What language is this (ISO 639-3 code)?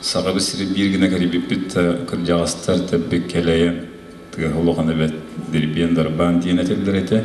sah